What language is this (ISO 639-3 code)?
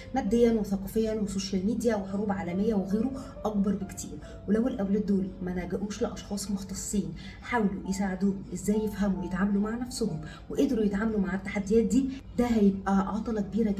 arz